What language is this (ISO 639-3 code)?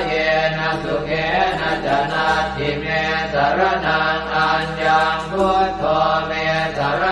pli